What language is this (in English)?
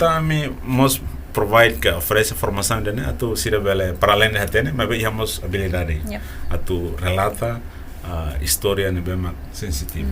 Tetum